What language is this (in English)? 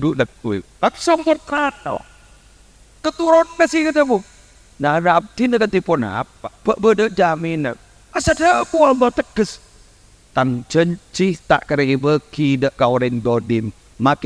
Madurese